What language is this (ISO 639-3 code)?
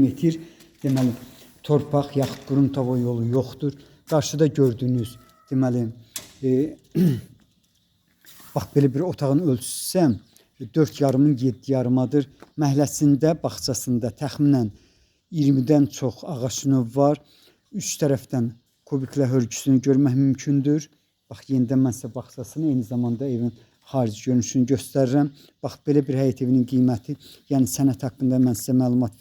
aze